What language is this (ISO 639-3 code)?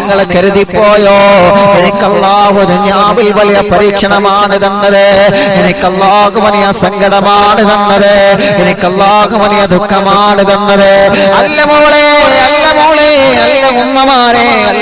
mal